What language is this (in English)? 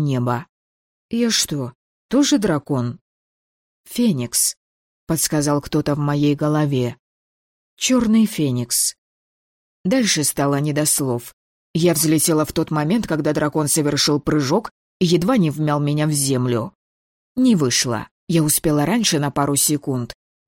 Russian